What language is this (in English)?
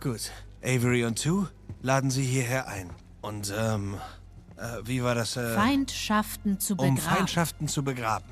Bavarian